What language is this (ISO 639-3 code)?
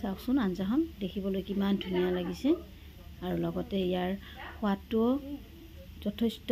asm